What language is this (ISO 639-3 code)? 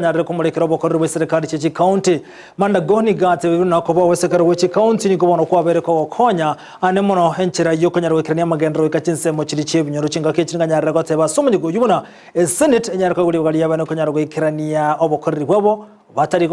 guz